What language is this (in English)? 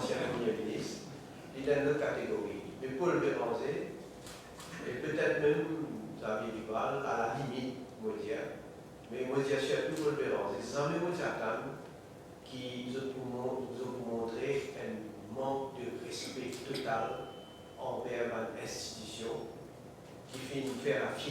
Morisyen